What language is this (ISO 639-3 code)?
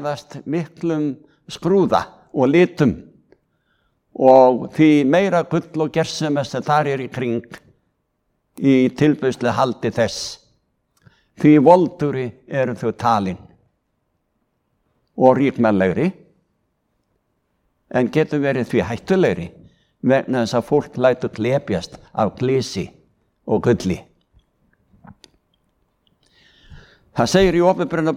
isl